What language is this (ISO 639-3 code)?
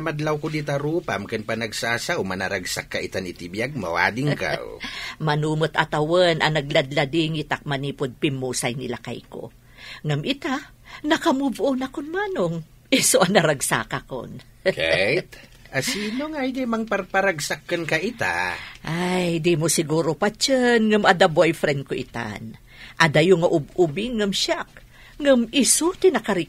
ilo